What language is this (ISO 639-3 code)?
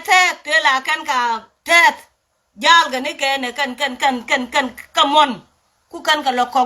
nus